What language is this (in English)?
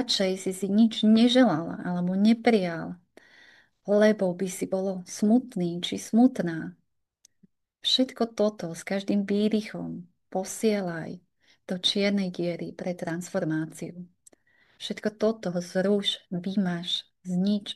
Slovak